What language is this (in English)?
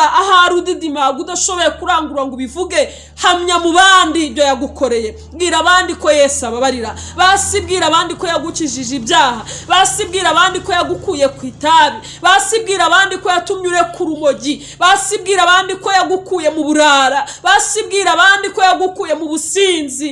Kinyarwanda